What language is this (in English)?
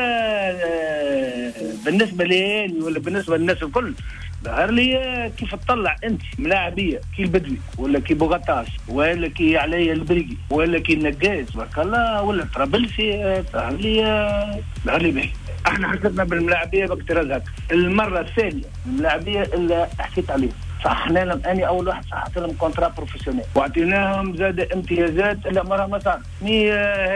Tunisian Arabic